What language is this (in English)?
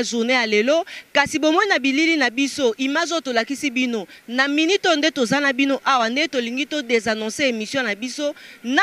Lingala